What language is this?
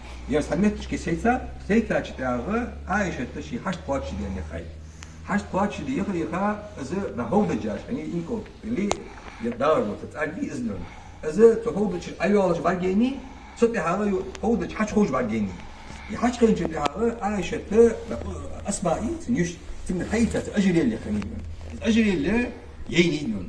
Ingush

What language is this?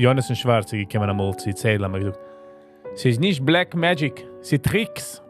Yiddish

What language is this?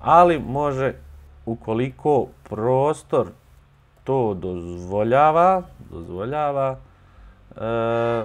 Bosnian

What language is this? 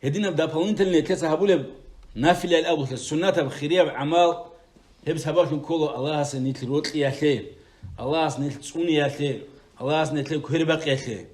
Avaric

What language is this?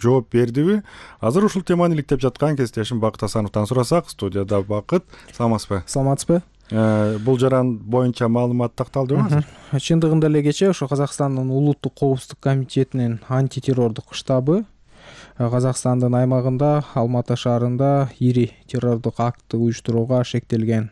Kyrgyz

